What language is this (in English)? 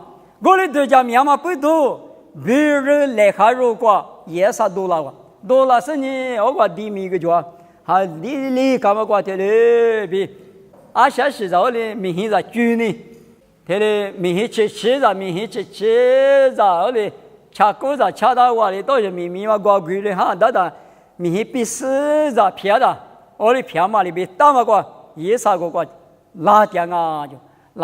Lisu